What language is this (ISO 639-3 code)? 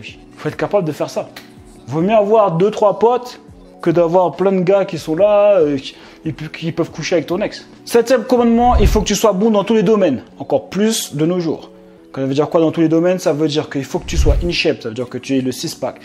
fra